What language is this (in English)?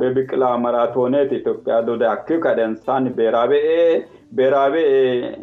Sidamo